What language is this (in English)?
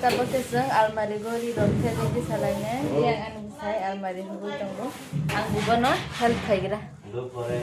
Kok Borok